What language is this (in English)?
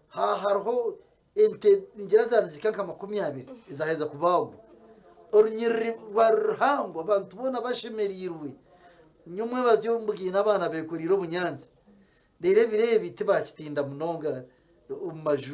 Nyankole